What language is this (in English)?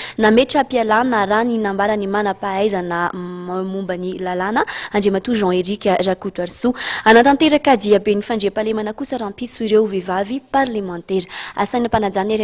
Malagasy